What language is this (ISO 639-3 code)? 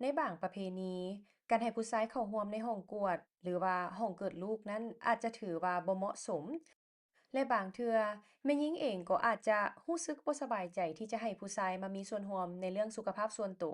lao